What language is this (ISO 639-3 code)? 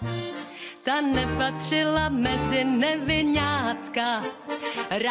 ces